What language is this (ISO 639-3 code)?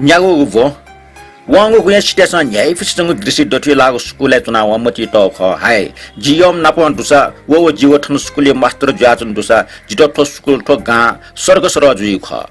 new